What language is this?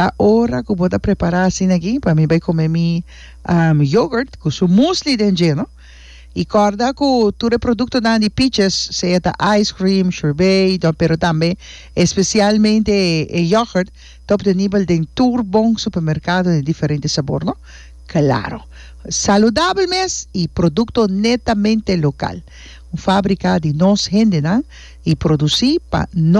Papiamento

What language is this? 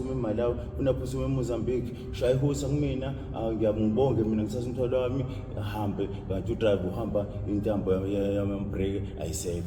Zulu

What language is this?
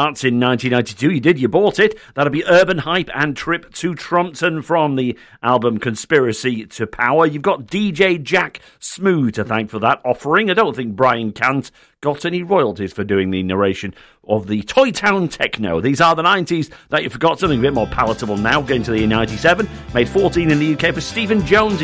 English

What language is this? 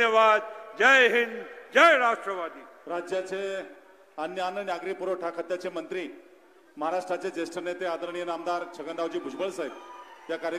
Marathi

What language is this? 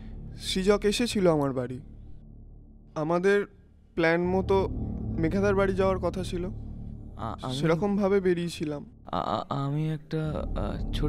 Bangla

